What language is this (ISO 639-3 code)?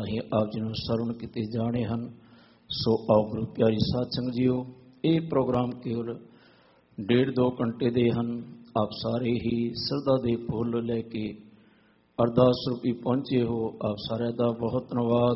pan